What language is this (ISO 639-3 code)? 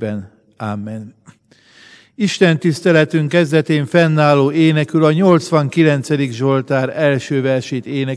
hun